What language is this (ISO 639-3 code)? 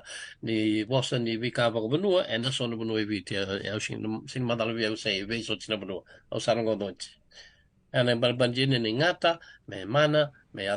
fij